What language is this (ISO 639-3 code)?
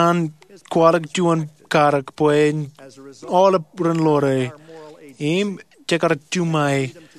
mah